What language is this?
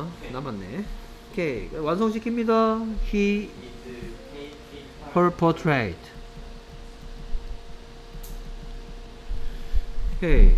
Korean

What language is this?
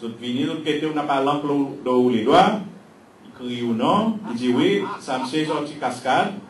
Seselwa Creole French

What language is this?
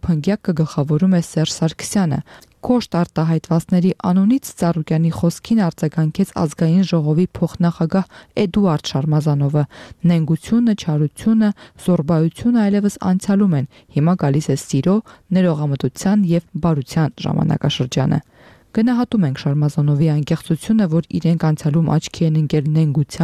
Armenian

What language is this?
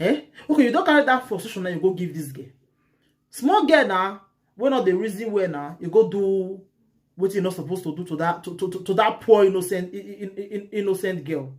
Nigerian Pidgin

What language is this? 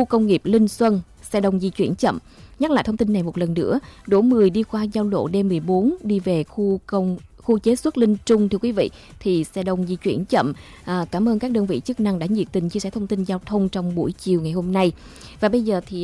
Vietnamese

